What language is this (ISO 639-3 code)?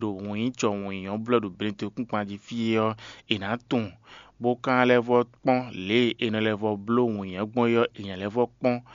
fon